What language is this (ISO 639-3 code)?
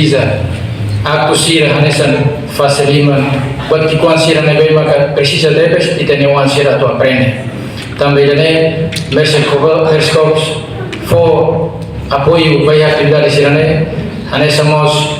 tet